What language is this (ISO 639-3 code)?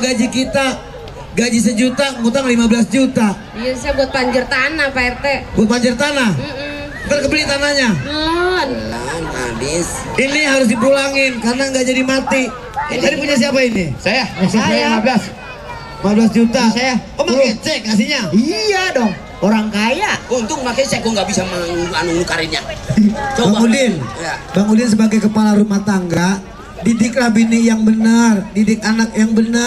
bew